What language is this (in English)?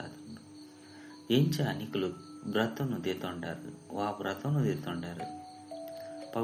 Tulu